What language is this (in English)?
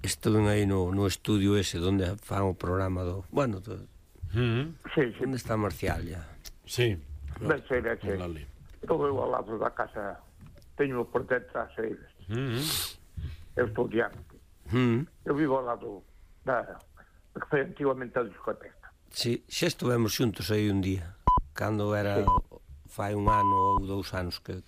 Galician